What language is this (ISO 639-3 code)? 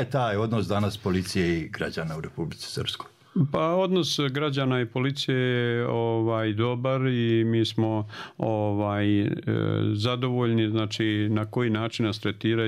bos